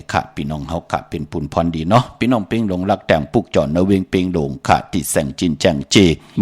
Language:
Shan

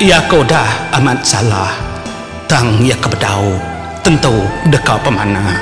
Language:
Iban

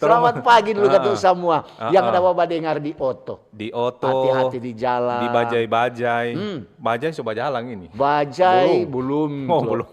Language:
Manado Malay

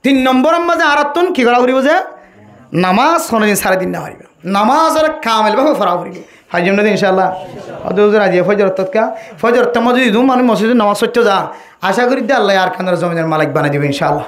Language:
Rohingya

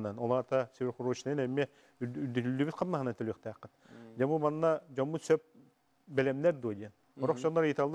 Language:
Yakut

